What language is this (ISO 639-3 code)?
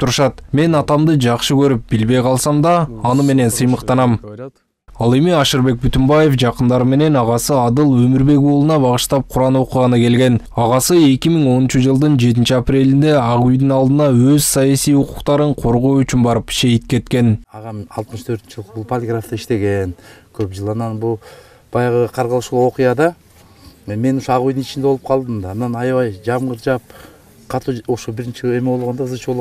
kir